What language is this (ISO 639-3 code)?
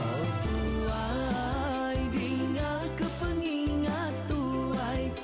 iba